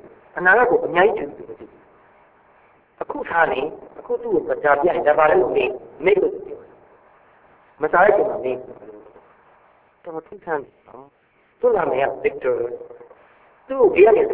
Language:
Burmese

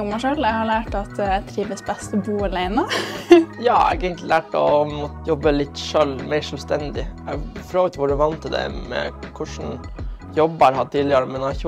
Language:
Norwegian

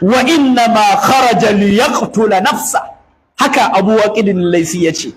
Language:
Hausa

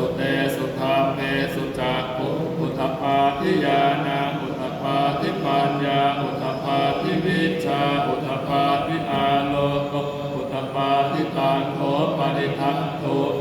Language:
Pali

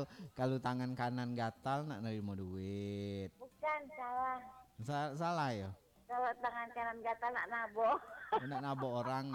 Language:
Minangkabau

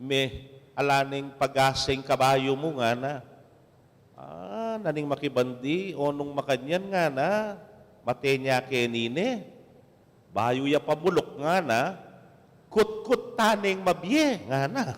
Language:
Pampanga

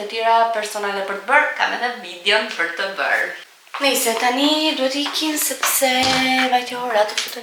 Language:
Albanian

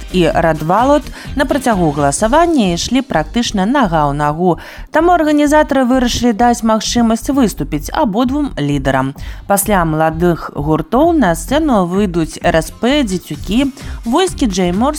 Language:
Belarusian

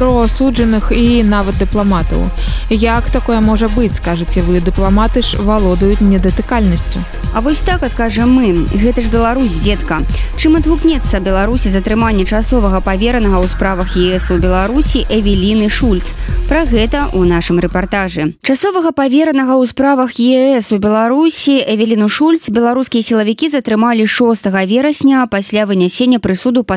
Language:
Belarusian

